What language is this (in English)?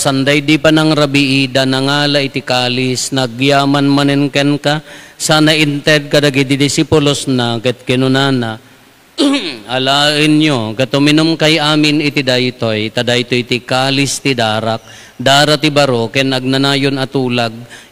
Iloko